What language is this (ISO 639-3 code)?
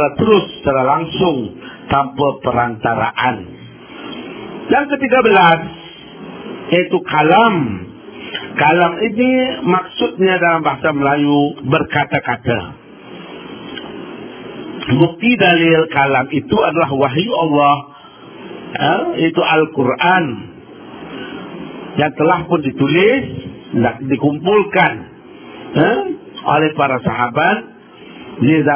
msa